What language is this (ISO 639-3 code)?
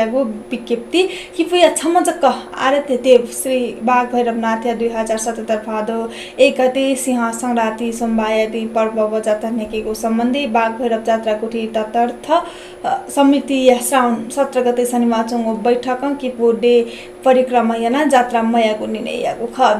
new